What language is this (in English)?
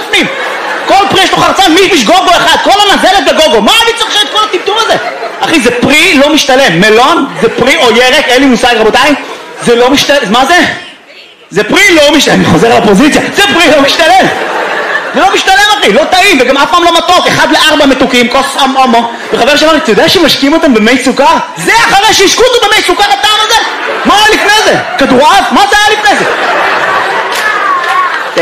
Hebrew